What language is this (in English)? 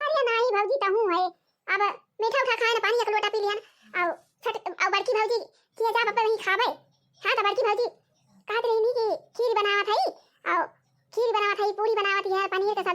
Awadhi